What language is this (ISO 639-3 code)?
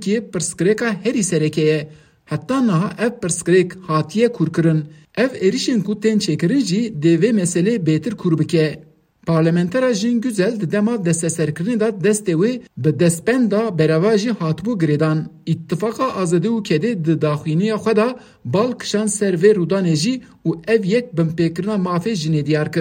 kur